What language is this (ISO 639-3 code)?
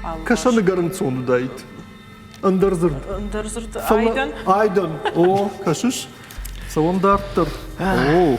oss